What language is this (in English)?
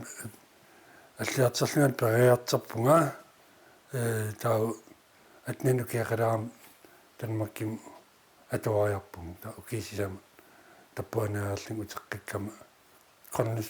Kalaallisut